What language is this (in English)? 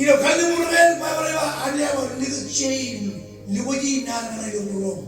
Marshallese